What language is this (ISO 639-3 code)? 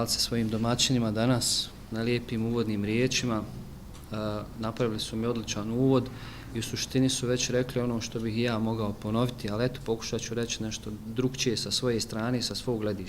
bos